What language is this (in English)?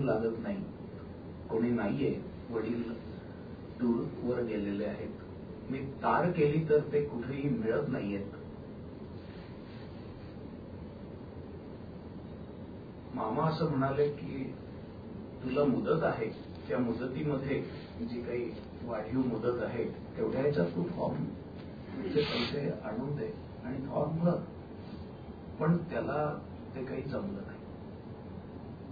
Marathi